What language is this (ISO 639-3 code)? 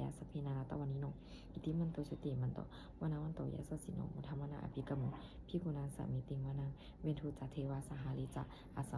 pli